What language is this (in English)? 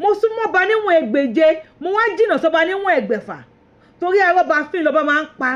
Yoruba